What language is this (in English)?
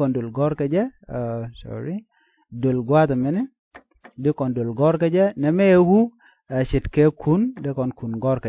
Nuer